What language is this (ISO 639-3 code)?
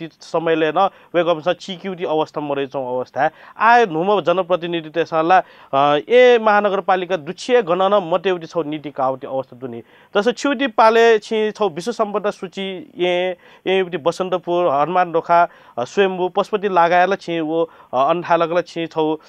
new